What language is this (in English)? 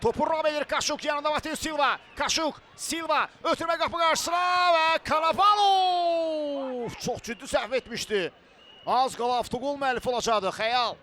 Azerbaijani